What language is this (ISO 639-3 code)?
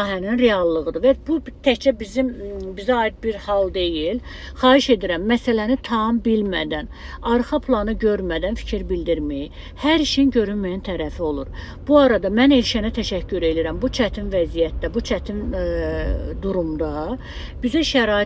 aze